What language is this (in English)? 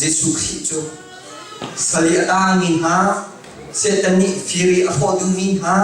Hakha Chin